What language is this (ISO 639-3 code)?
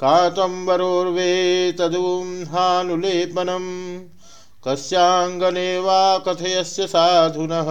san